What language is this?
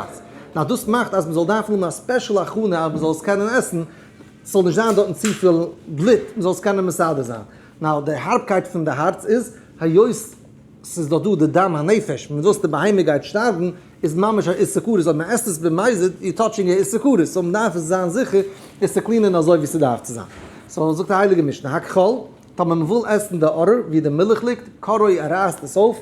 Yiddish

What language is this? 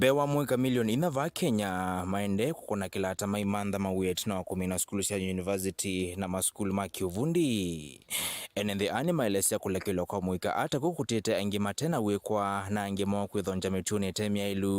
Kamba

